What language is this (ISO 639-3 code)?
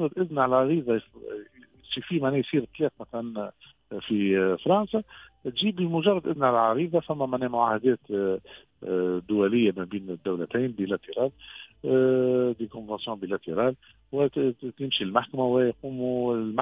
aeb